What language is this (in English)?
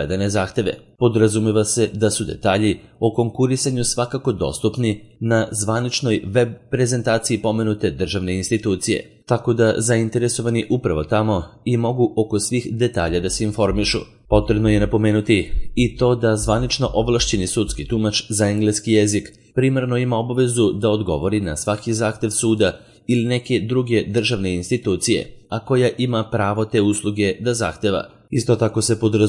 Serbian